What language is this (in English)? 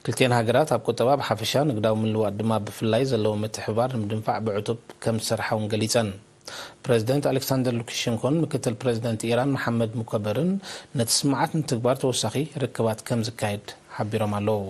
Tigrinya